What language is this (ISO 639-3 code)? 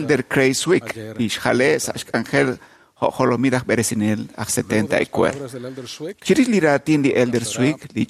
kek